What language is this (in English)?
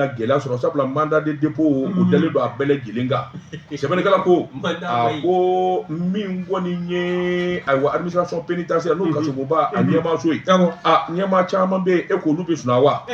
Bambara